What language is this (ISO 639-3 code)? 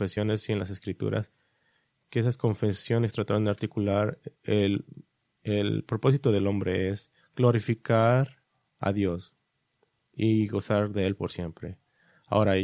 spa